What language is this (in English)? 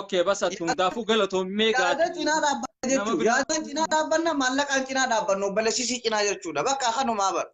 Oromo